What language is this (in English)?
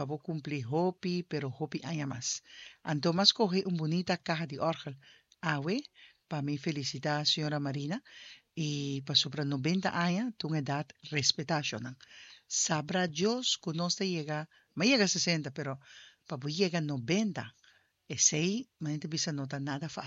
Papiamento